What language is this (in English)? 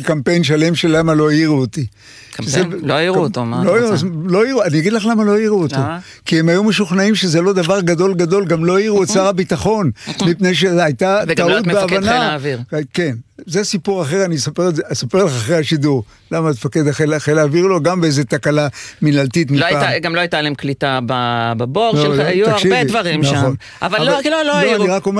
Hebrew